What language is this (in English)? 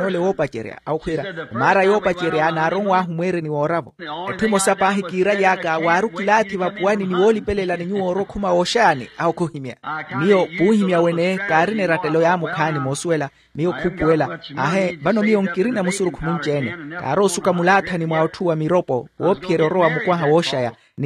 Makhuwa